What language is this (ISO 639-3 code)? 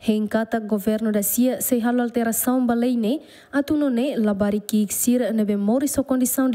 tet